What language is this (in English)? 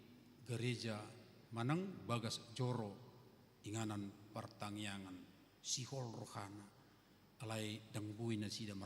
Batak Toba